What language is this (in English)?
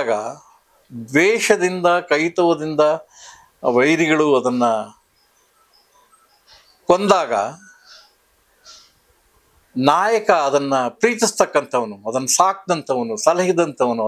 Kannada